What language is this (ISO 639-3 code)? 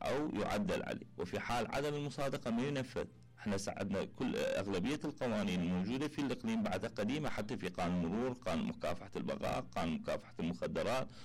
acm